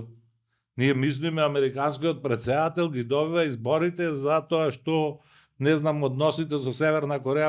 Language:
Macedonian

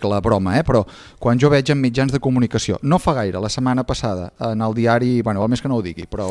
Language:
Catalan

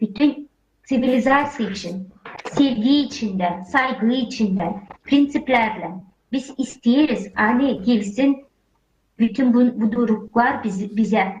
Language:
Gagauz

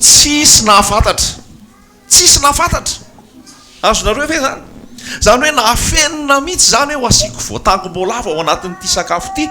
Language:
Malagasy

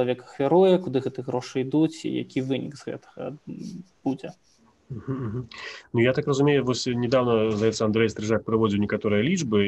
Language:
Belarusian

